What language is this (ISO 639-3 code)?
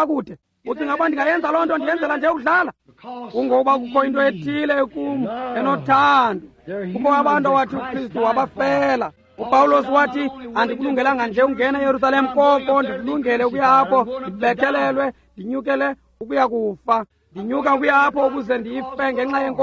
xho